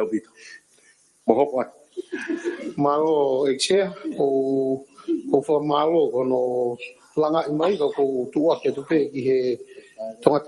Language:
Tongan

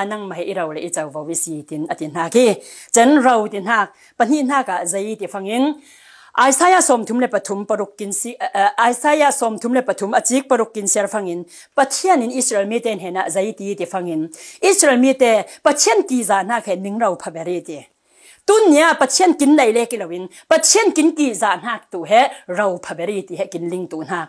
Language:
Falam Chin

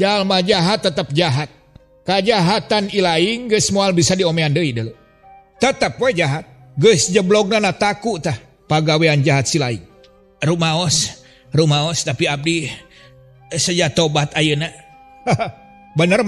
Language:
Sundanese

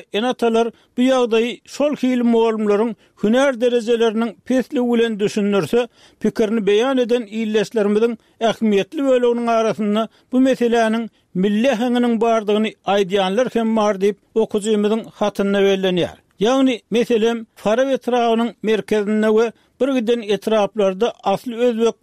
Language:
Turkmen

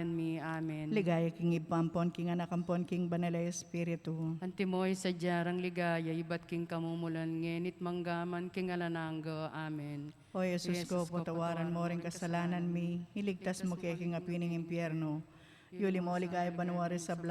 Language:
Pampanga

